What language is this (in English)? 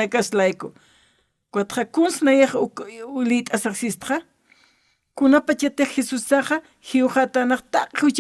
Aymara